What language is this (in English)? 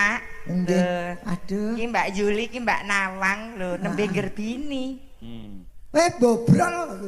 Javanese